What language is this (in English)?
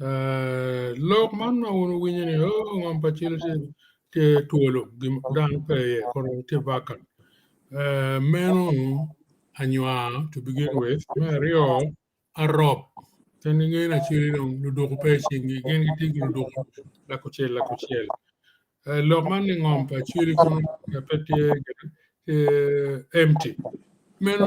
Acoli